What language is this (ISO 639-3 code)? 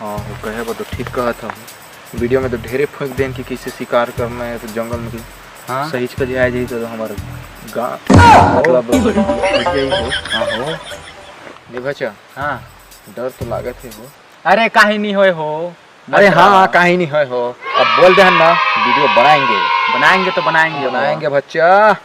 hne